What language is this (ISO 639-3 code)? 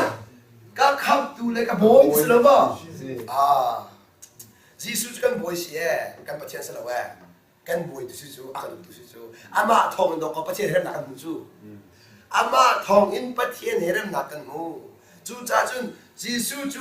cnh